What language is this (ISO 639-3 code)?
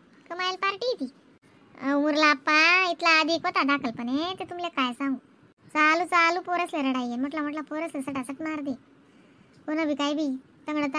khn